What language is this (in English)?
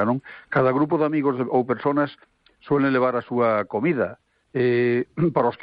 Galician